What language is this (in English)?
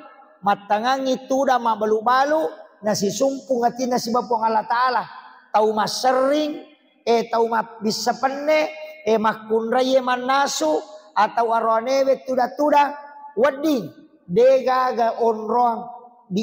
Buginese